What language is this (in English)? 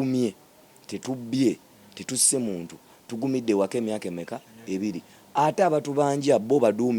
Ganda